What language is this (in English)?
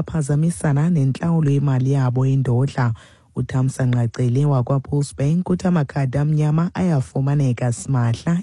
Xhosa